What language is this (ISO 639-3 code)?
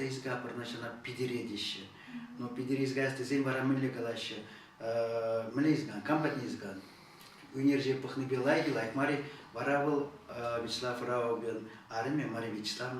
chv